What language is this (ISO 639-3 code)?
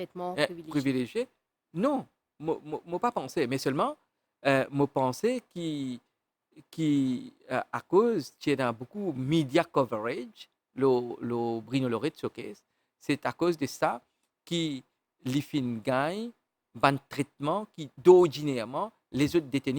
mfe